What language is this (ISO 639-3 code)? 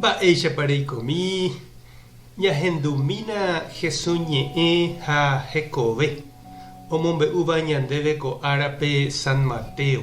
grn